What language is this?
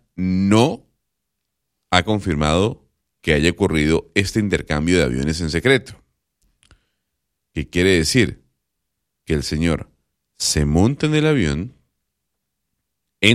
Spanish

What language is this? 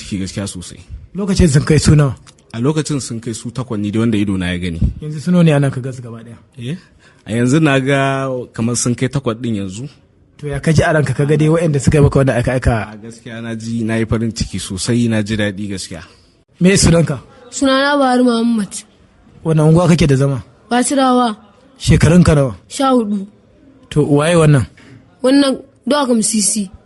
Hausa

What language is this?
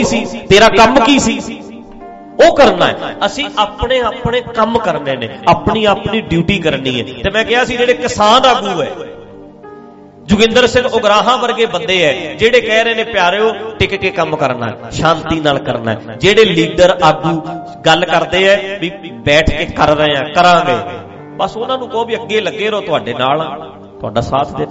Punjabi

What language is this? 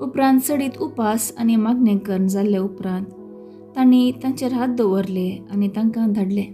Konkani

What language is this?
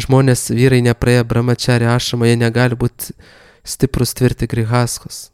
Lithuanian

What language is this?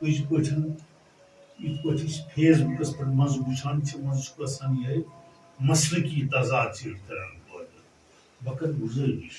Kashmiri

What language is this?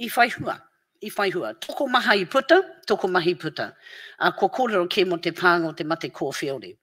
Māori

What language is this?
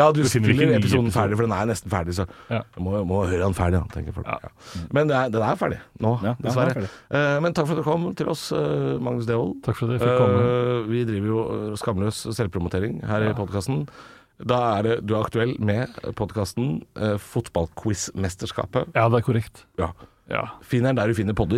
Norwegian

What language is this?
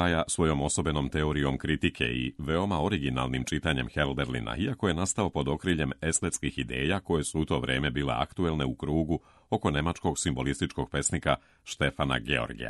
Serbian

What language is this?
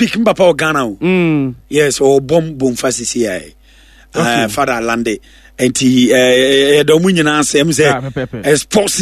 Akan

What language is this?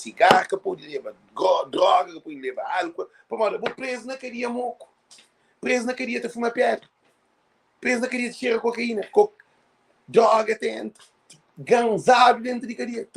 Kabuverdianu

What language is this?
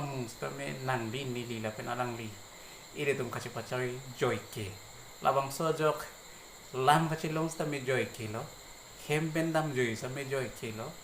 Karbi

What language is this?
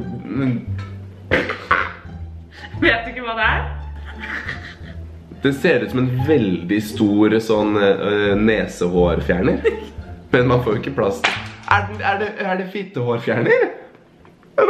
Norwegian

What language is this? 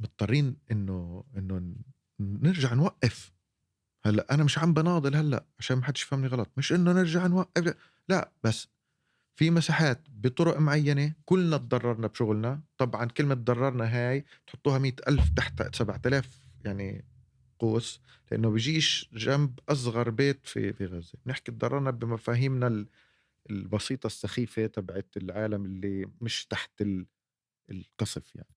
North Levantine Arabic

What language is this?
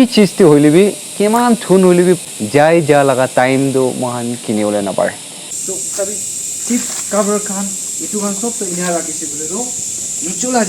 Naga Pidgin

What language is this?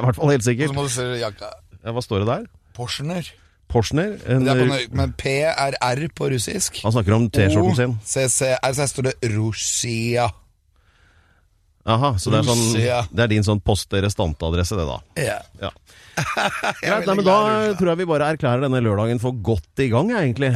Norwegian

